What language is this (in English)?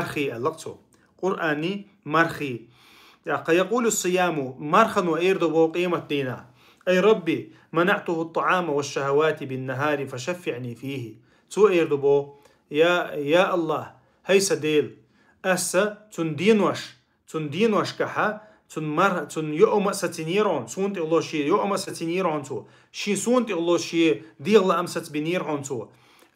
Chechen